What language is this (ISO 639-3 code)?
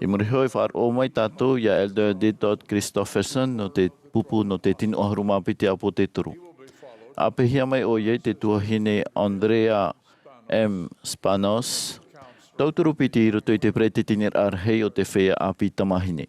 tah